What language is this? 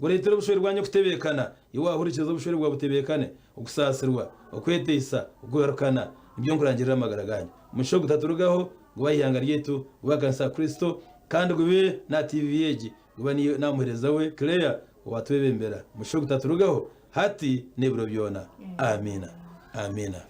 Nyankole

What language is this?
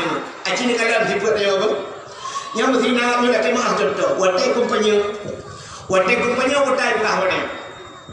Achinese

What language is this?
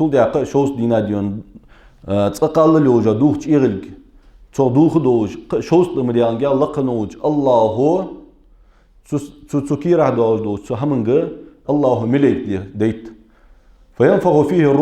Ingush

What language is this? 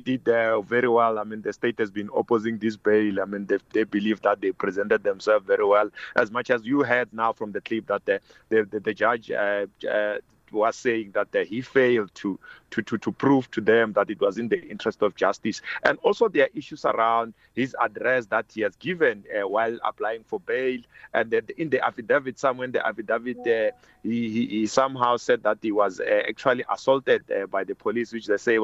English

